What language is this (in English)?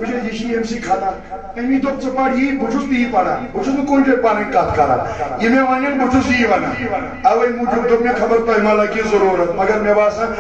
Kashmiri